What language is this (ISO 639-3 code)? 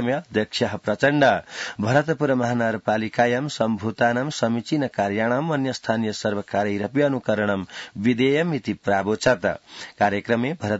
san